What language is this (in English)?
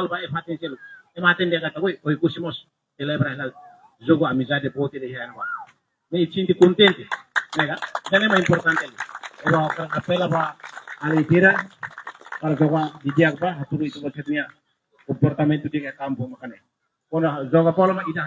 Tetum